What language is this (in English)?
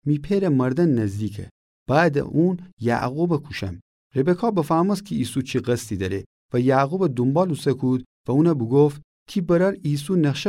Gilaki